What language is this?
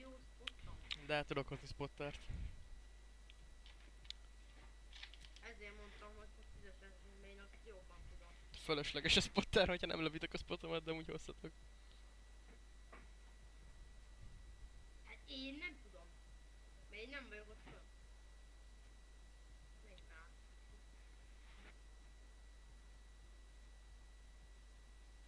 Hungarian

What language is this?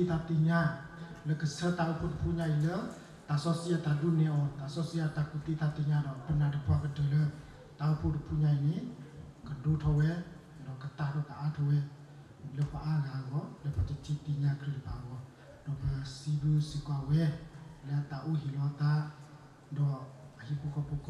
S'gaw Karen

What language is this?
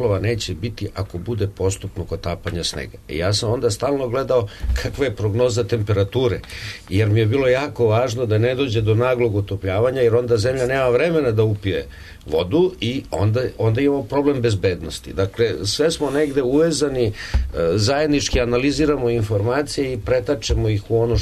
Serbian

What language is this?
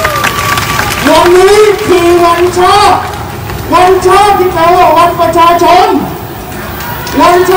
Thai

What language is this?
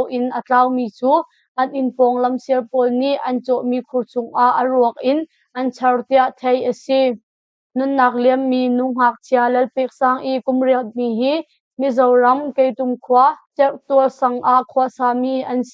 Hakha Chin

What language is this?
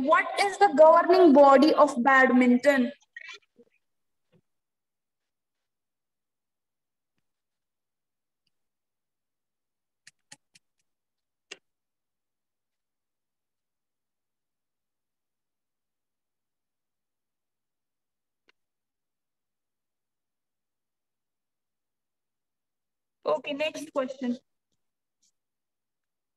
Hindi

